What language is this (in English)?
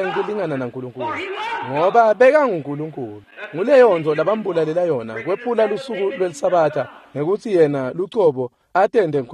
Swati